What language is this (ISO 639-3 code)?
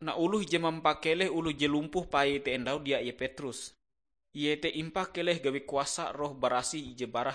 nij